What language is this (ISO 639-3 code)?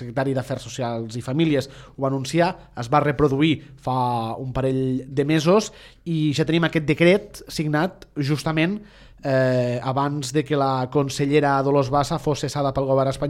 cat